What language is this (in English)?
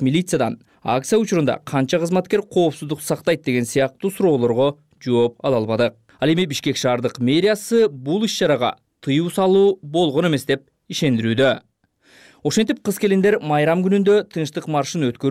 Kyrgyz